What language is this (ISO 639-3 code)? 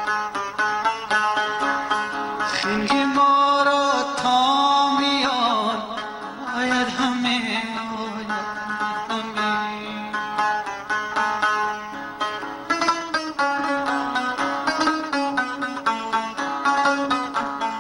fas